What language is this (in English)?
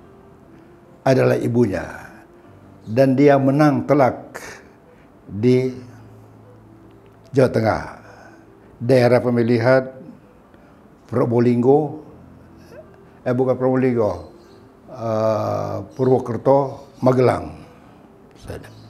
Indonesian